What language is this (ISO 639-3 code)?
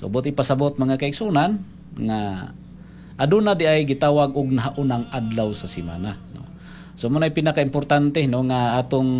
ceb